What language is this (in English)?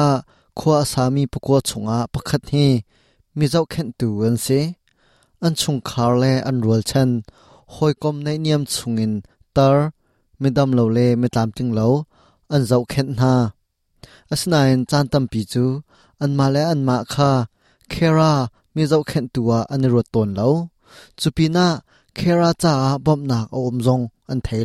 Hakha Chin